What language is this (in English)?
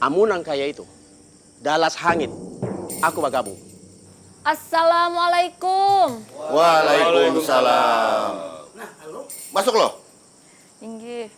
Banjar